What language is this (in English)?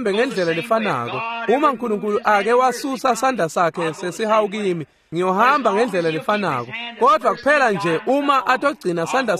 Swati